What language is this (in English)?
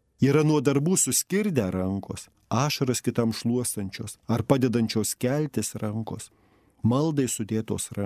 Lithuanian